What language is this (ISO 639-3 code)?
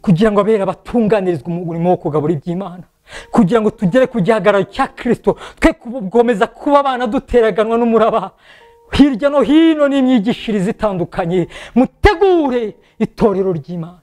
kin